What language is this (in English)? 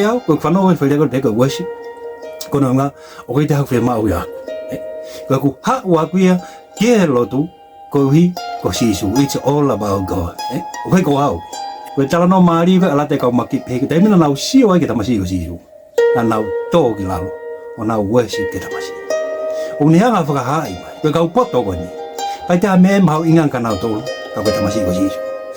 Tongan